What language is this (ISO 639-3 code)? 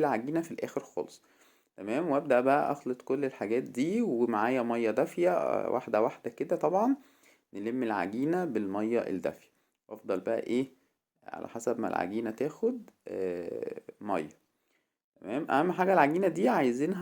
arz